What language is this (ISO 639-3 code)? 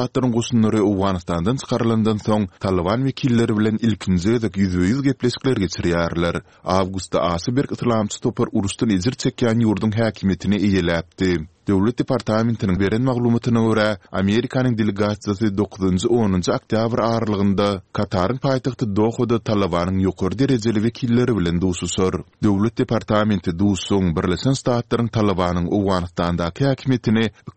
tuk